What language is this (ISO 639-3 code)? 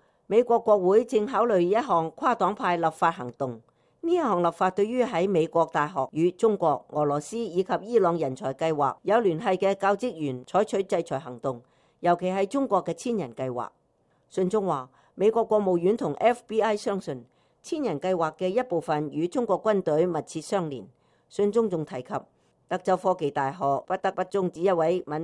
yue